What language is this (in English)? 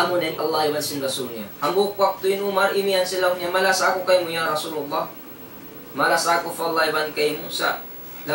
Tausug